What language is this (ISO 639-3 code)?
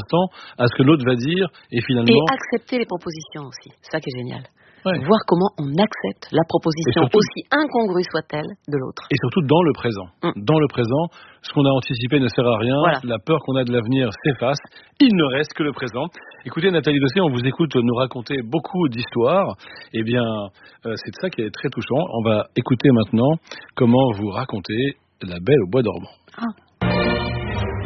fra